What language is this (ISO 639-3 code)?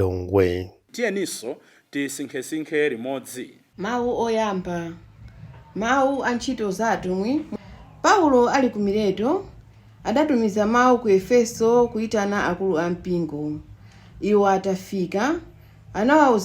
nya